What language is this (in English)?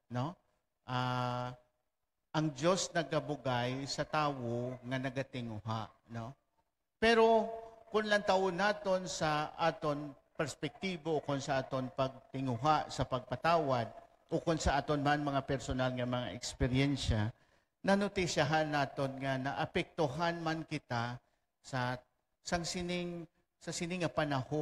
Hiligaynon